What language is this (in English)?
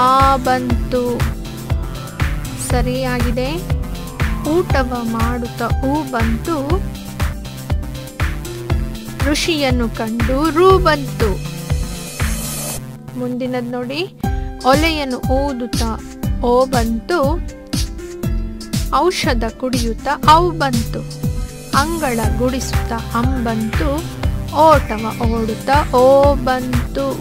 Kannada